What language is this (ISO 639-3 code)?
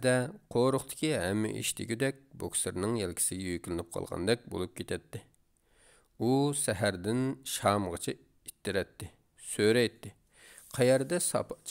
uig